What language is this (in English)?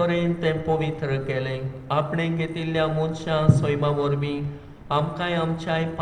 Konkani